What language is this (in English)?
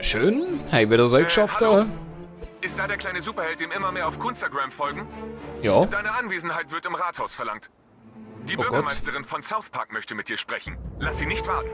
Swiss German